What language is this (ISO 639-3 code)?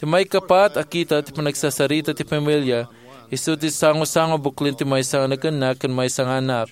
ilo